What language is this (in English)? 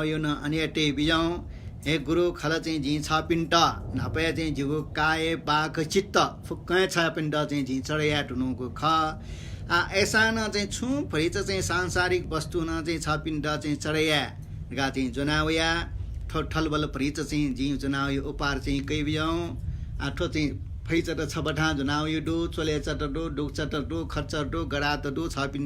Newari